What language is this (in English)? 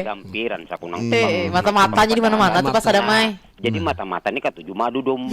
Banjar